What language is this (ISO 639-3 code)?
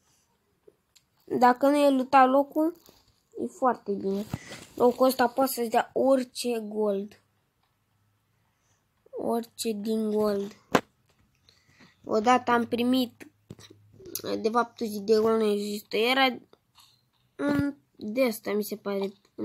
ron